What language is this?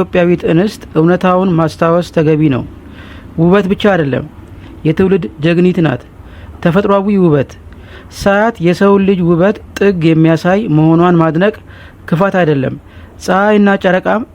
Amharic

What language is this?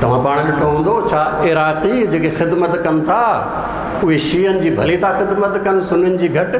Sindhi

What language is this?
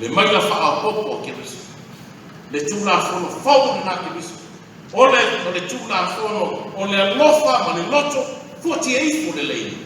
Samoan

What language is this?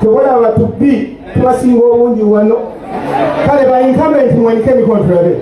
Ganda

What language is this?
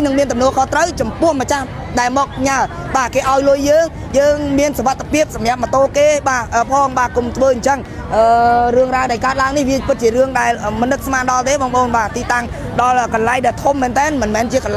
Khmer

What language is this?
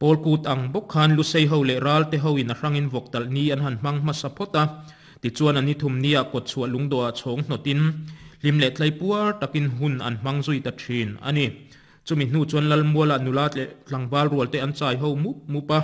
Mizo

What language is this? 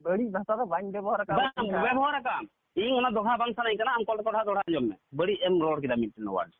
Santali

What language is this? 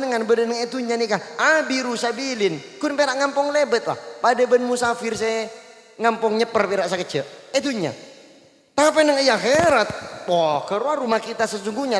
Madurese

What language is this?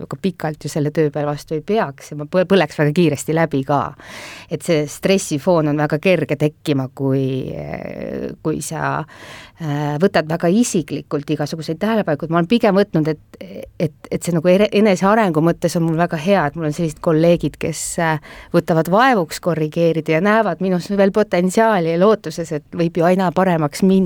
Estonian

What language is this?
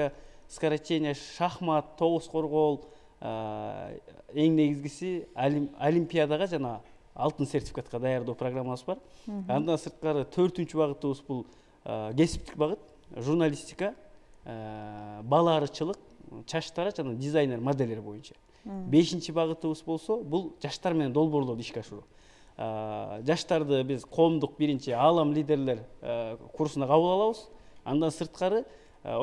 Kyrgyz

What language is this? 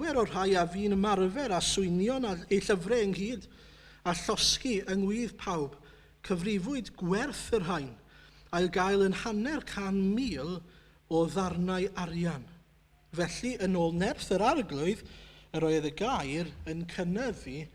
Welsh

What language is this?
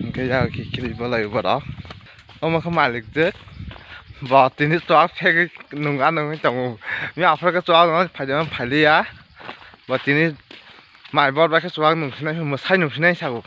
Kok Borok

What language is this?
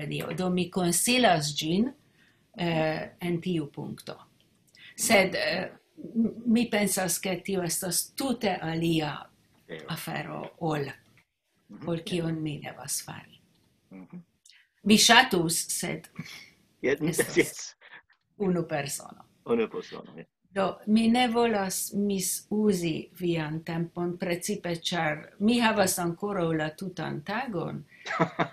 Esperanto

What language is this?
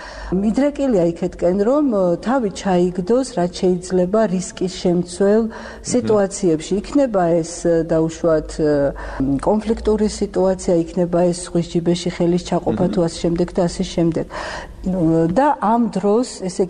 Georgian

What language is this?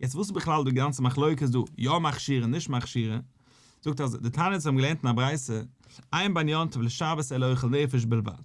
Yiddish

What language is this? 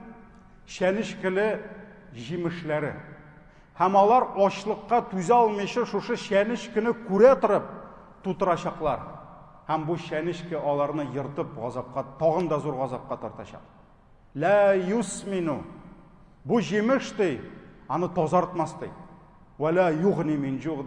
Tatar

